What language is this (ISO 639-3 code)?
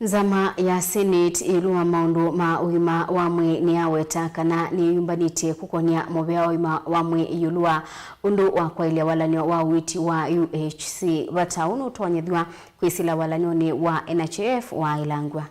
kam